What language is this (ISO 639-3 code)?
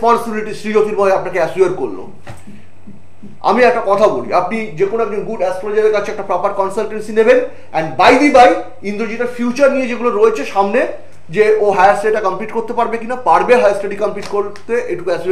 ben